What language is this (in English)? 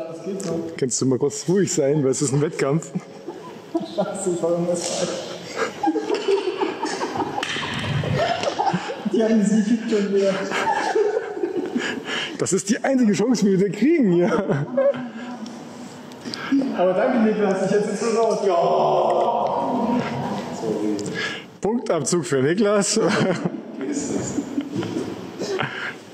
German